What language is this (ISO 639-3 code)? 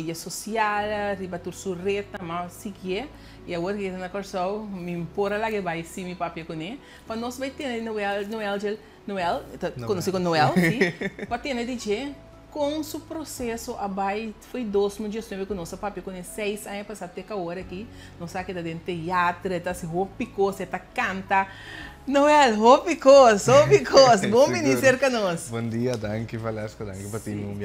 pap